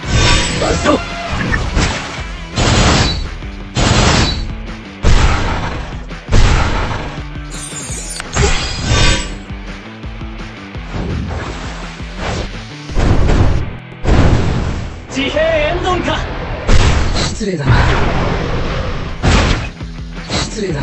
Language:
Japanese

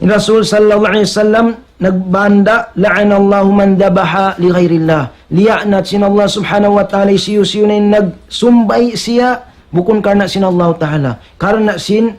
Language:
Tausug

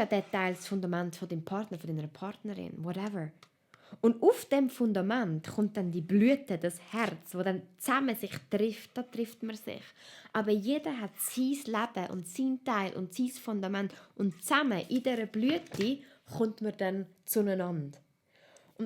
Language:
Swiss German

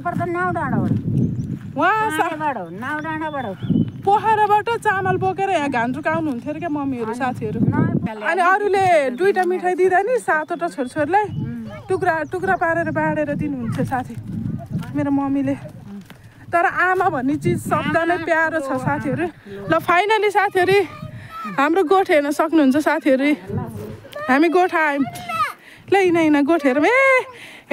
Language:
Nepali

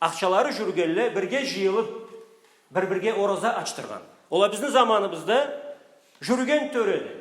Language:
Karachay-Balkar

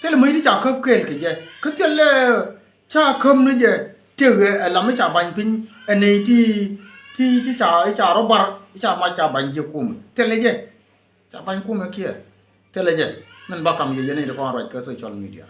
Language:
Nuer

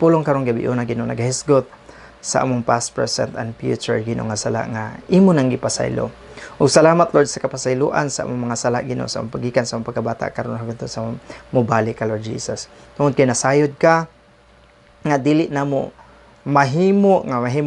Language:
Cebuano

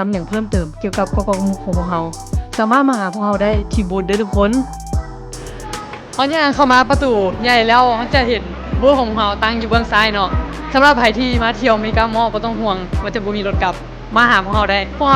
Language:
Lao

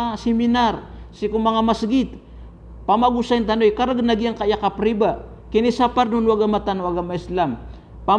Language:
Maranao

